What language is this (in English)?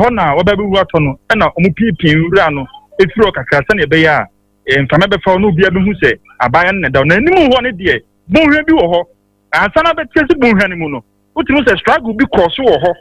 Akan